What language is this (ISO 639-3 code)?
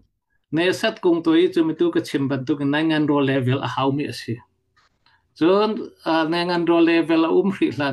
cfm